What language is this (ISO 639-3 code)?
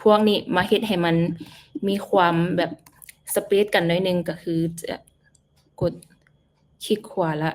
lao